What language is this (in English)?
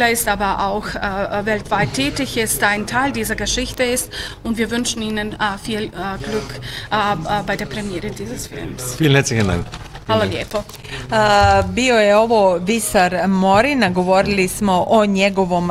Bosnian